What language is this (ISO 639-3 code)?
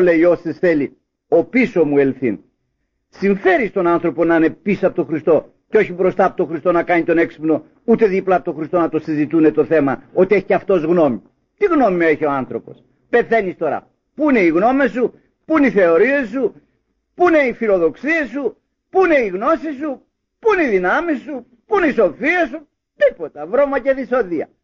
ell